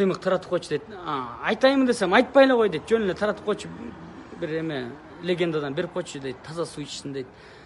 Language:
Kyrgyz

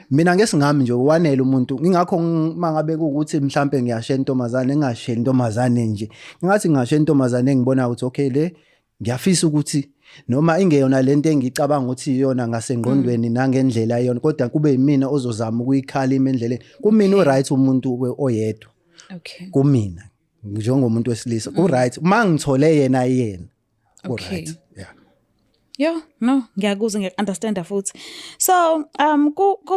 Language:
Zulu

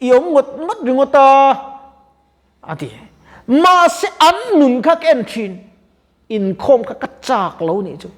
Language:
Mizo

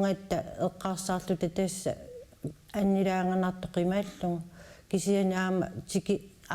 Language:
Kalaallisut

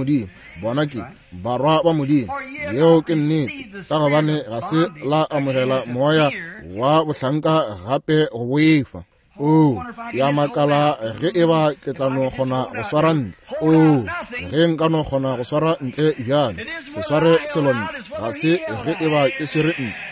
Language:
Northern Sotho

